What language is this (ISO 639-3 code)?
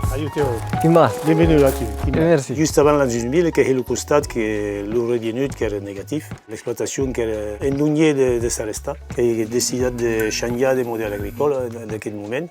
oci